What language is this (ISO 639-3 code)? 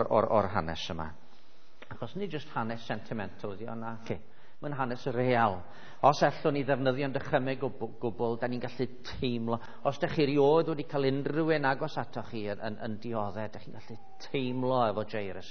cym